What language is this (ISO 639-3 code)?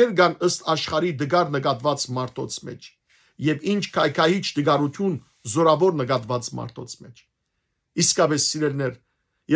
hyw